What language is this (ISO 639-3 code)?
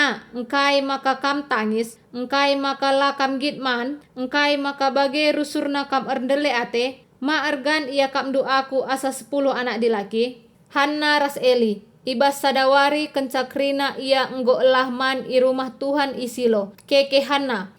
btx